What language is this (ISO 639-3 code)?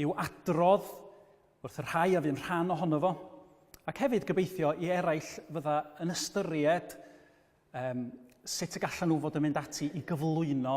cym